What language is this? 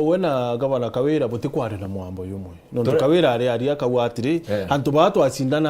Meru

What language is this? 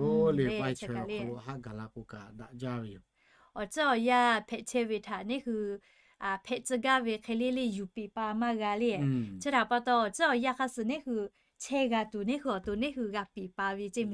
Lahu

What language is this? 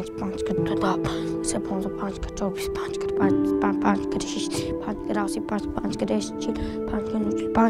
Tajik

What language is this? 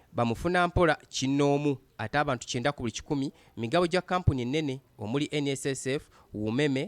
Ganda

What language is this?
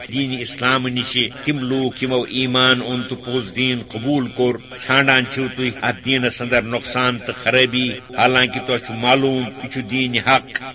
Kashmiri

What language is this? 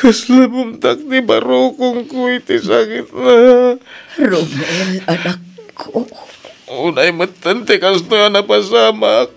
Iloko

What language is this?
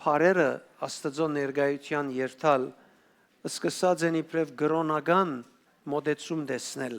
Western Armenian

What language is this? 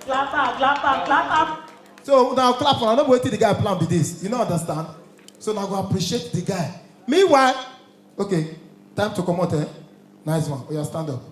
Nigerian Pidgin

